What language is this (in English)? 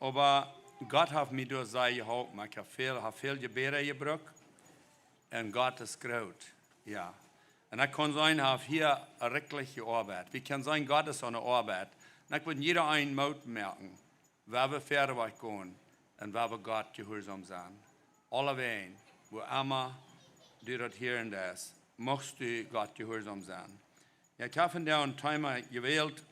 Plautdietsch